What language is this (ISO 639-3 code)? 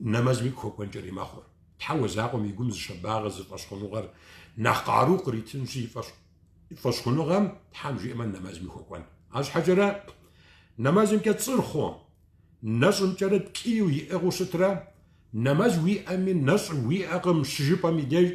kbd